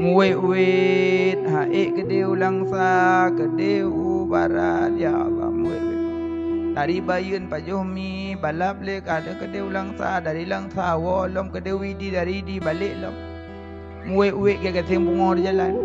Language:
Achinese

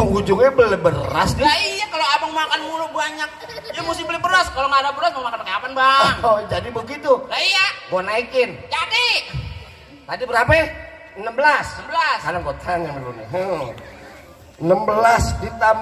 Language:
Betawi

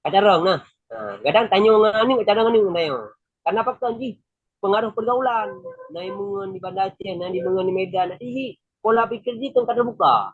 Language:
Achinese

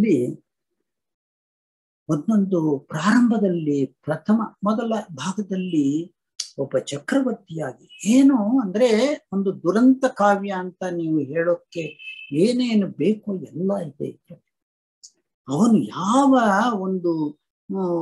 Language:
Kannada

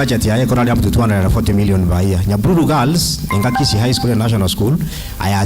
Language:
Gusii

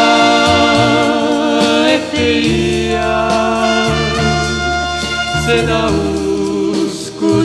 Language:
Estonian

